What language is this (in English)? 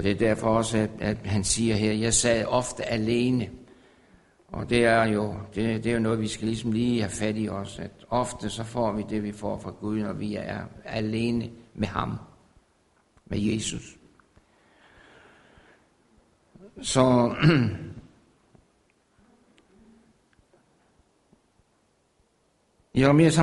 Danish